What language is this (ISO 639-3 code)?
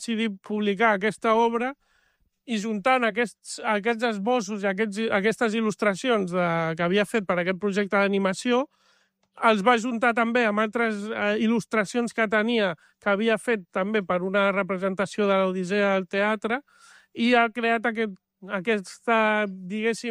cat